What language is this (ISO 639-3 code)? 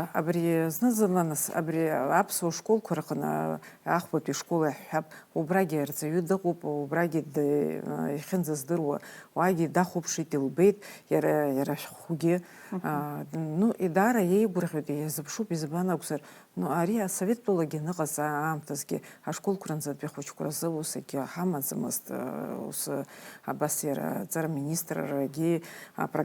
abk